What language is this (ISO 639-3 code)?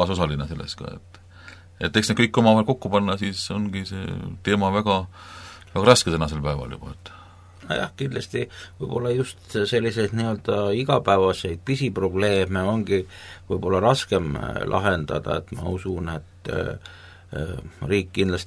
est